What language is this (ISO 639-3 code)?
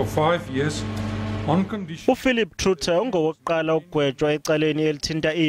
zul